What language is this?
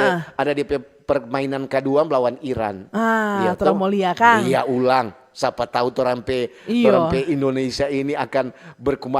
Manado Malay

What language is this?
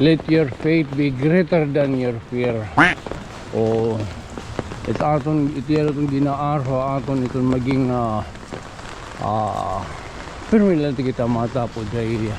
Waray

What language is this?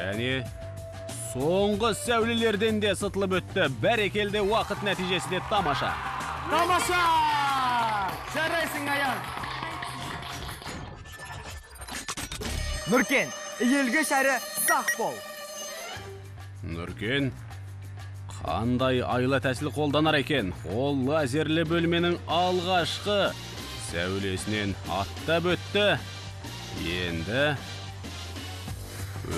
Kazakh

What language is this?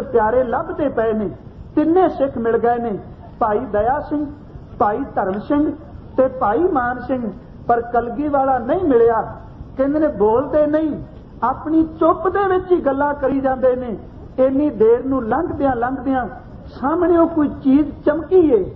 Punjabi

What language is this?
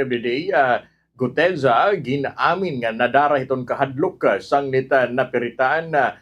Waray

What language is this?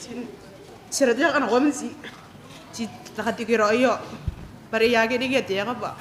Gilbertese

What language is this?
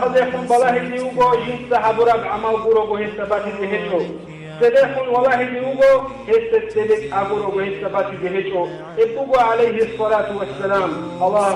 Avaric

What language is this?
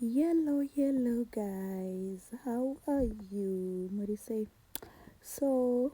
Shona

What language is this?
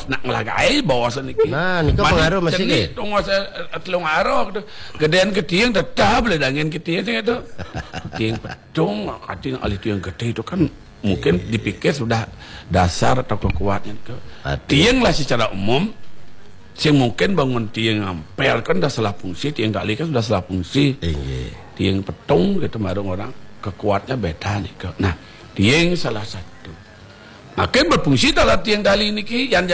Balinese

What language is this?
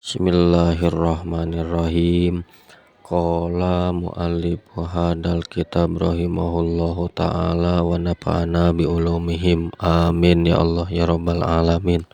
Sundanese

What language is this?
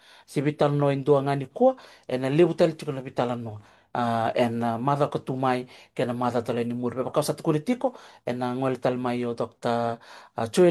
Fijian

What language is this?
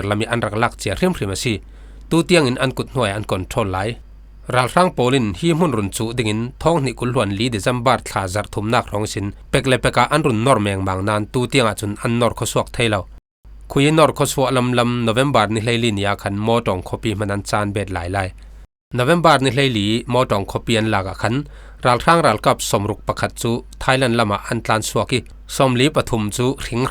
Falam Chin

